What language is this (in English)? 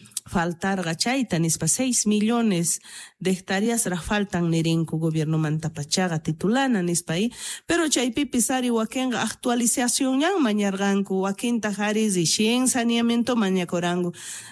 South Bolivian Quechua